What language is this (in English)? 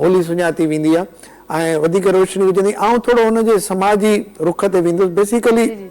Sindhi